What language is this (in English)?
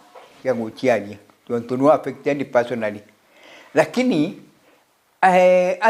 Meru